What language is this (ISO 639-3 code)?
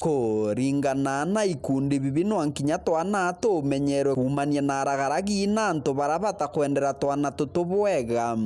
mer